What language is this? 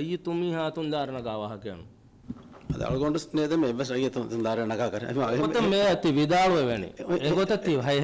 Divehi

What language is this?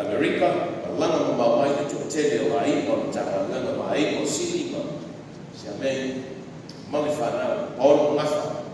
Samoan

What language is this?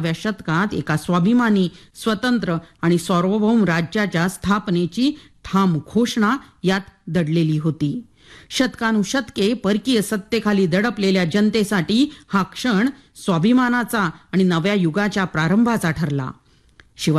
Marathi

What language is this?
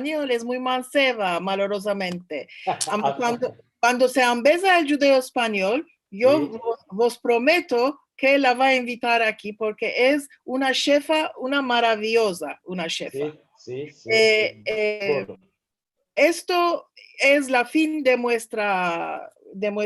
Ladino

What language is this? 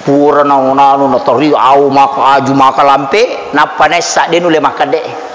Buginese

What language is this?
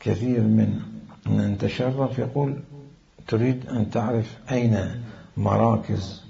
Mesopotamian Arabic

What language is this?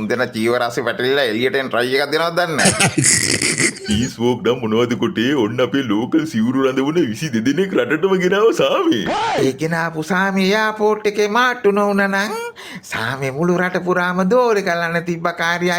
Sinhala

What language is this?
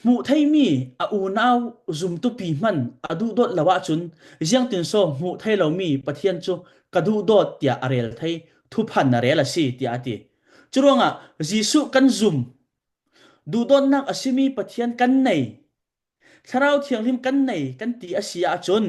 Falam Chin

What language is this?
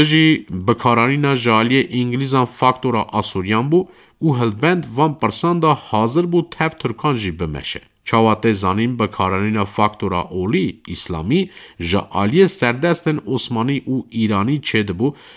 Kurdish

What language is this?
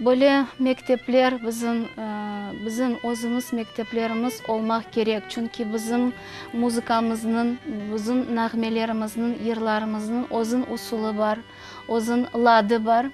Crimean Tatar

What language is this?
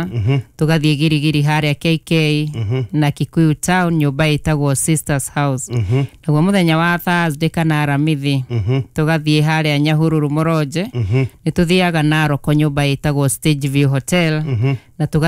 Kikuyu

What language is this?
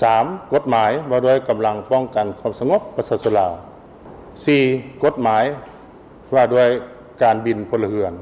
Lao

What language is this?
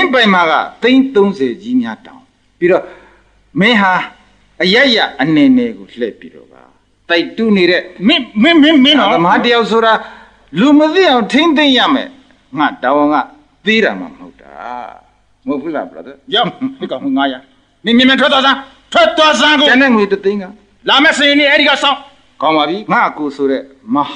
Burmese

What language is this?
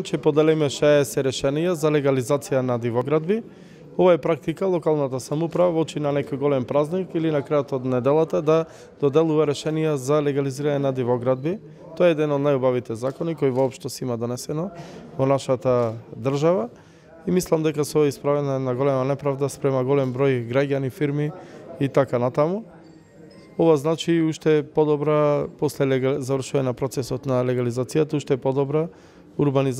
Macedonian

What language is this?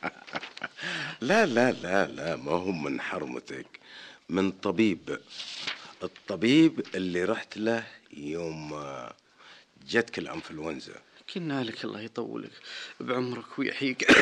Najdi Arabic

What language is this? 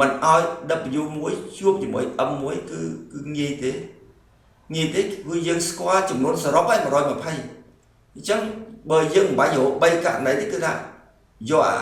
Khmer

